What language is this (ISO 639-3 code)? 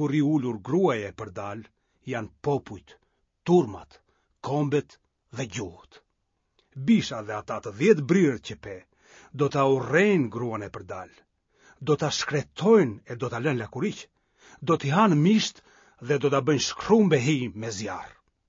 sqi